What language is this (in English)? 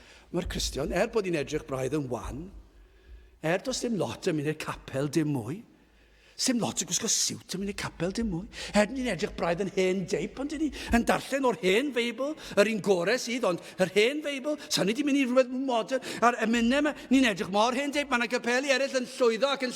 Welsh